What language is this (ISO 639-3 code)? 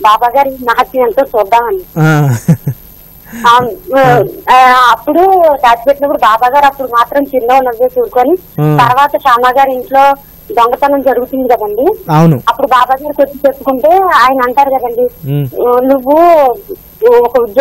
tel